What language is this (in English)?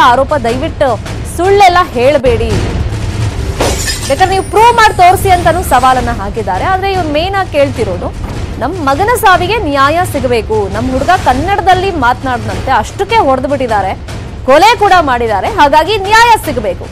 Kannada